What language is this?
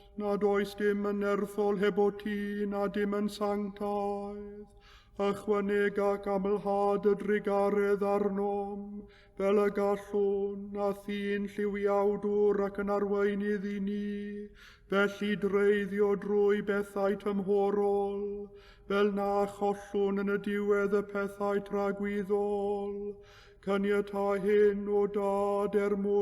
Welsh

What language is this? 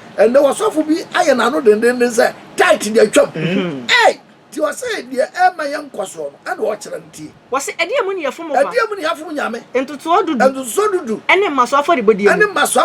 Akan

